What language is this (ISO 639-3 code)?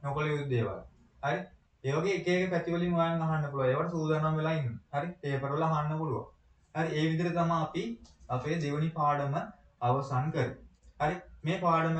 sin